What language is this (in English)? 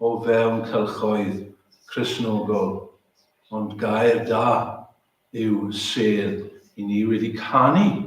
Welsh